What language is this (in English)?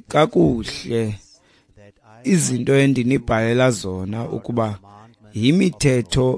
Xhosa